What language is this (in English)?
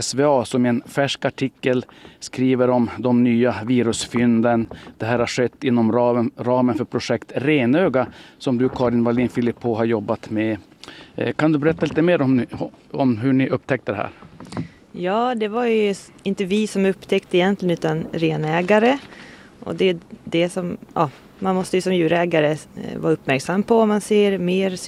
Swedish